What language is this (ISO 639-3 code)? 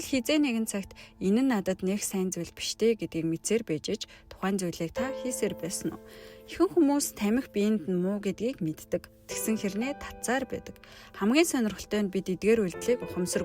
mon